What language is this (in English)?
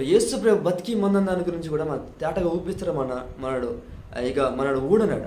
Koya